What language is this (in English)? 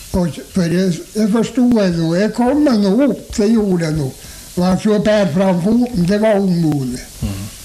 Norwegian